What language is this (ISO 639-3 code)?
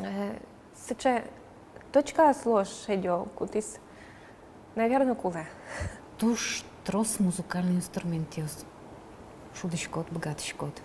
udm